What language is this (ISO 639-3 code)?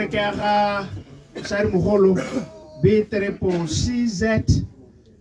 tsn